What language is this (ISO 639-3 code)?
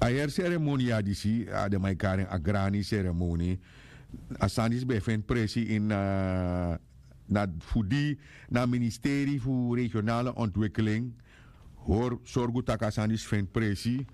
srn